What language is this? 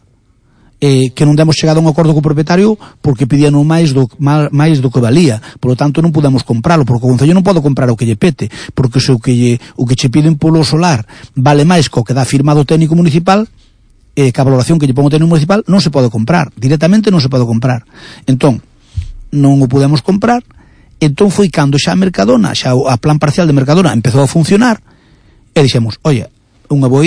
Galician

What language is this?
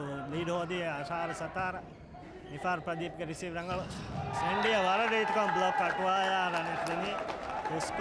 Divehi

